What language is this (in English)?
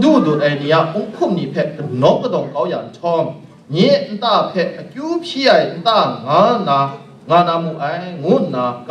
Kachin